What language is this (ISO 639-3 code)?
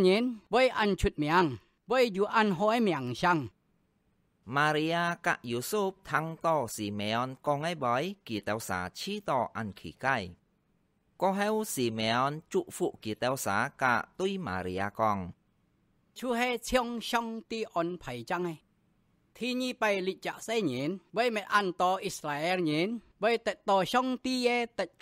hak